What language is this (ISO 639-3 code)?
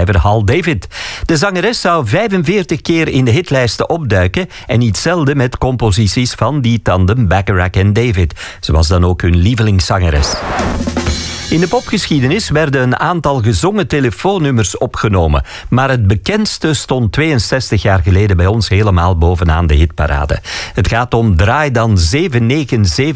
nld